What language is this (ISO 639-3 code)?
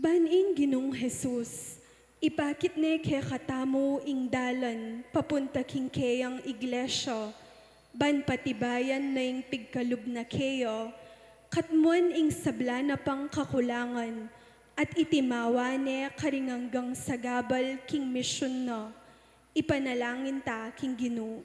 pam